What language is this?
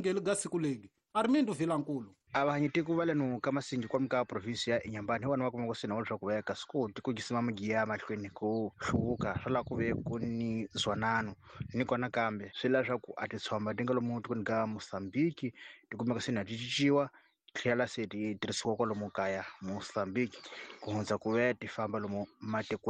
Tsonga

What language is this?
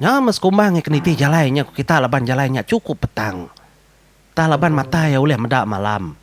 Iban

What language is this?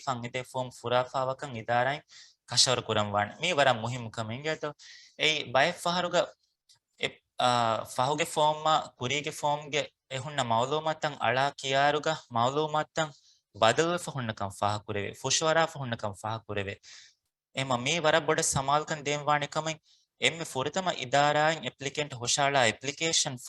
Divehi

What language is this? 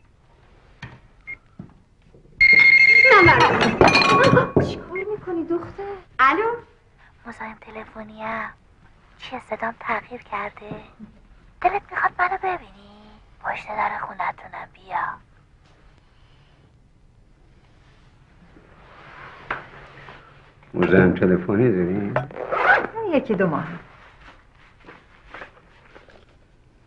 Persian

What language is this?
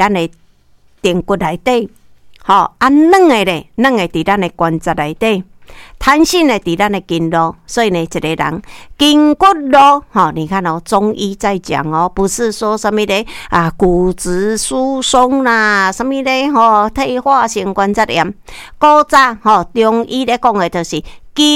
Min Nan Chinese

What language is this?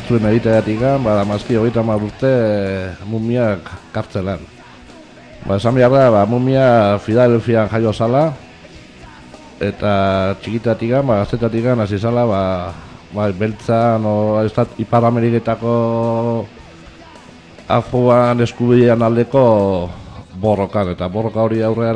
Basque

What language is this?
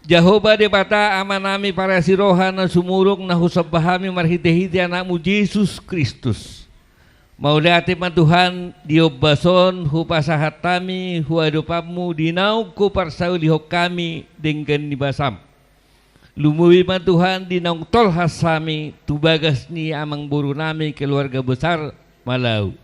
Batak Toba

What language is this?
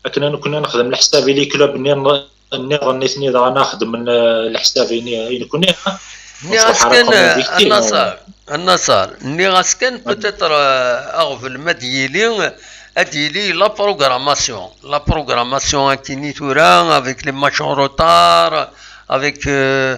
Kabyle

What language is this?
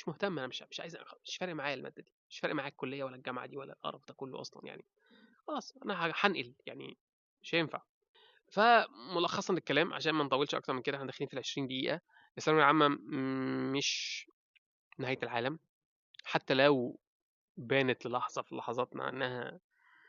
Egyptian Arabic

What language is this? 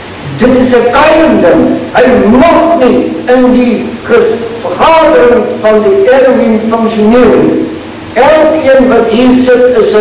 Afrikaans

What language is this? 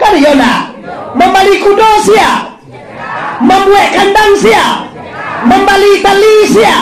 Minangkabau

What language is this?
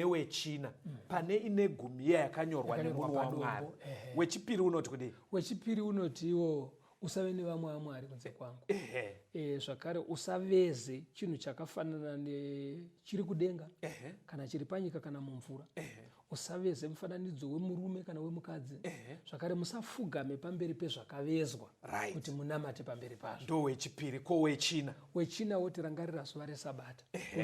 Shona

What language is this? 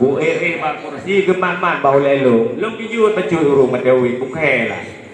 Achinese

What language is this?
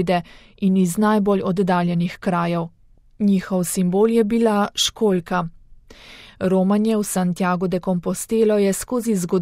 Slovenian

